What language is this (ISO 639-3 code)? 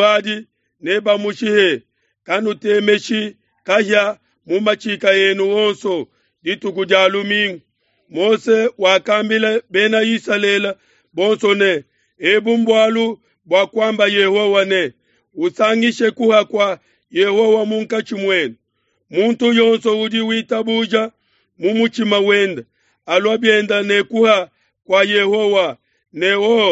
lua